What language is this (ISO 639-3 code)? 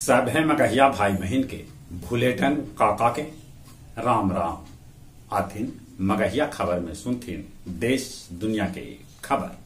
mag